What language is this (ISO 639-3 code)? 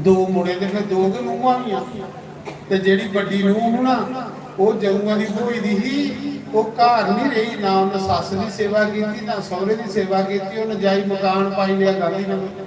doi